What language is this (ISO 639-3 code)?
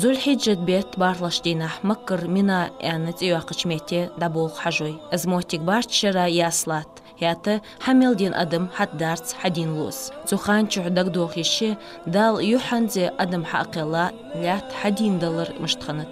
inh